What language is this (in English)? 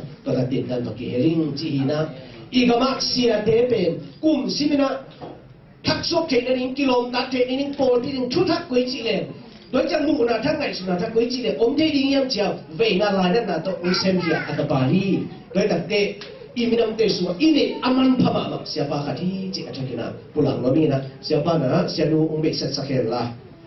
Tedim Chin